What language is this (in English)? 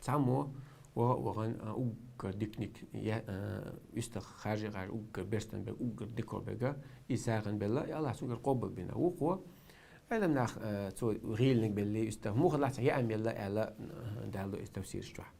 Chechen